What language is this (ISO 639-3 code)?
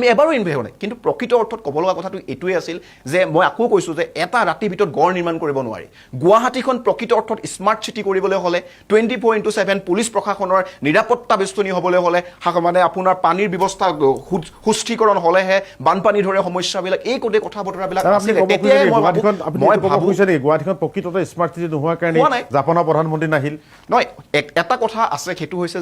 asm